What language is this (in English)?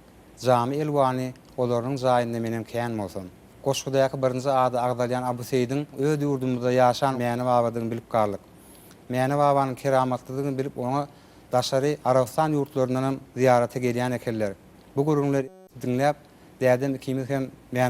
Turkmen